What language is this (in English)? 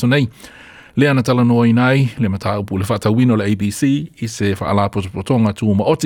Samoan